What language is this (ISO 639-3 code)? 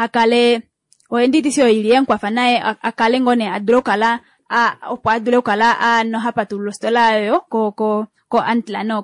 kua